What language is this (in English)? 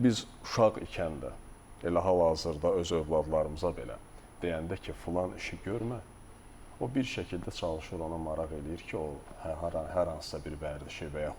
Azerbaijani